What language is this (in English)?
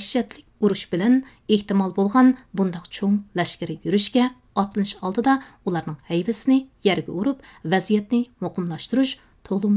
Uyghur